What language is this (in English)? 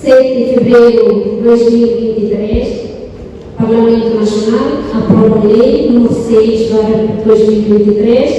Tetum